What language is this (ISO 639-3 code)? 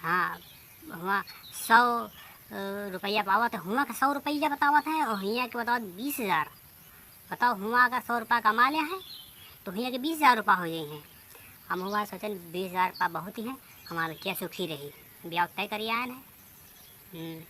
awa